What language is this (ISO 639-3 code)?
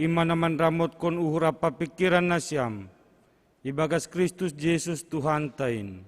bts